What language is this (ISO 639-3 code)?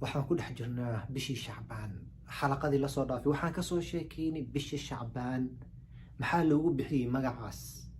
som